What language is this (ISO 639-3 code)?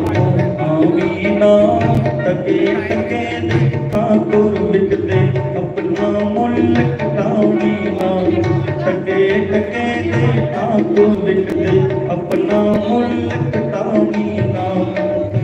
doi